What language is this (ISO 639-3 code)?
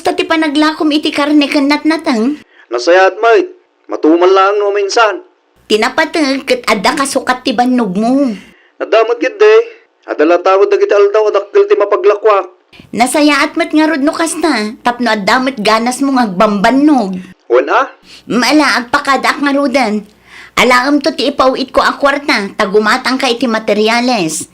ilo